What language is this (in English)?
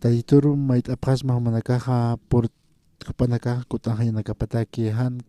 Aymara